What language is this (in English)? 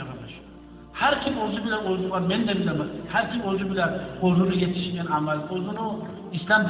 Kumyk